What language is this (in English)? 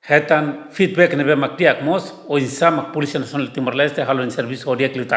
Tetum